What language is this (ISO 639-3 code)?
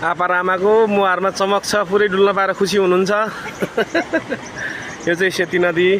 nep